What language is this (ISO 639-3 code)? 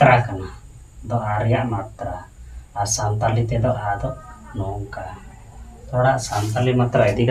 sat